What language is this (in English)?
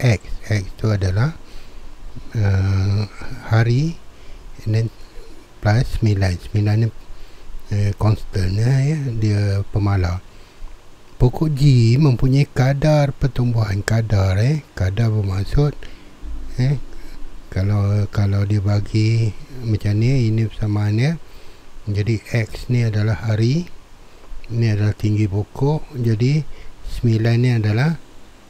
Malay